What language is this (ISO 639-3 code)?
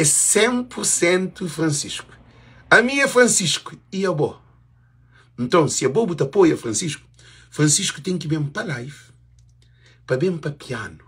kea